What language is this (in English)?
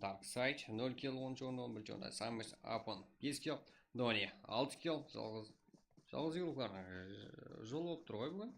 Kara-Kalpak